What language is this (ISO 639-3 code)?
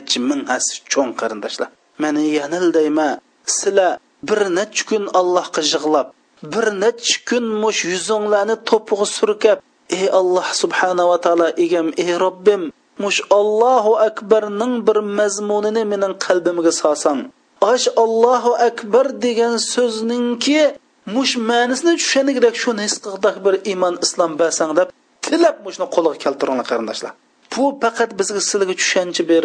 uig